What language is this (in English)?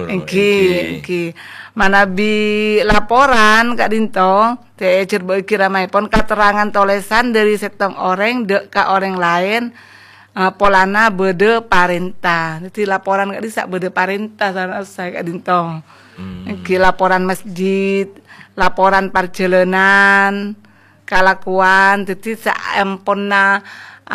Madurese